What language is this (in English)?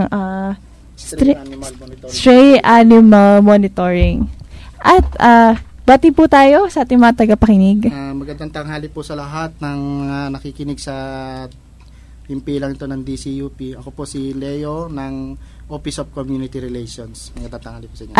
Filipino